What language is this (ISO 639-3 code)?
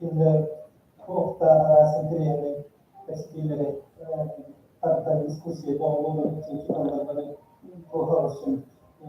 sah